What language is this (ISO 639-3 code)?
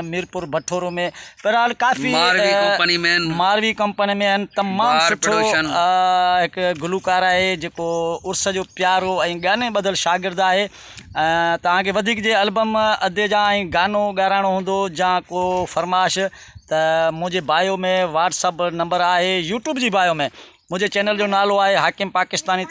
snd